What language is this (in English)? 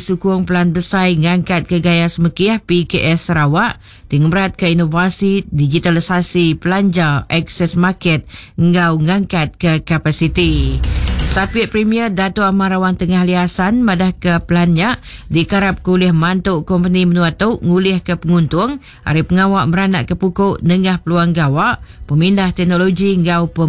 Iban